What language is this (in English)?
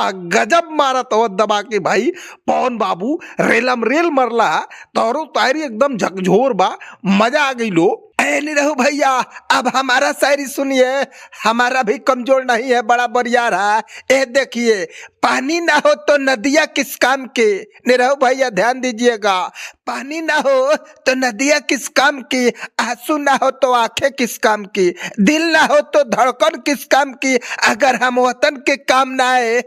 Bhojpuri